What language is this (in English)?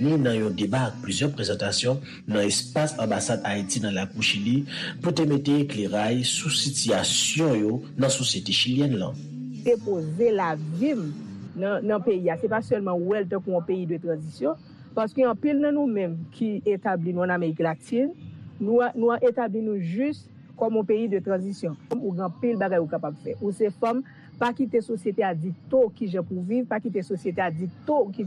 Haitian Creole